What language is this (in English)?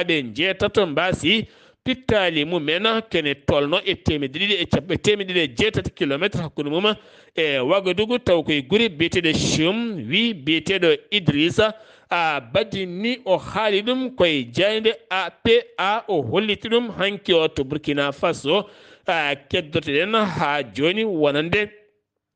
Fula